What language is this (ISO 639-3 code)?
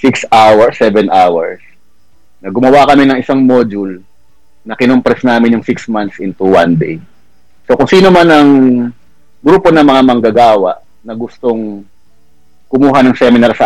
fil